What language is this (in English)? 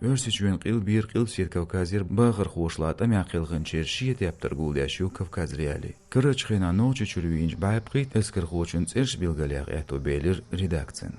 Chechen